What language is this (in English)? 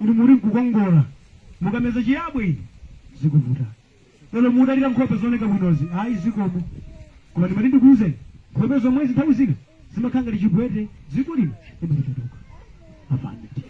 Nyanja